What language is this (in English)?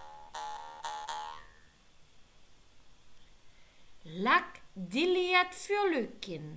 Breton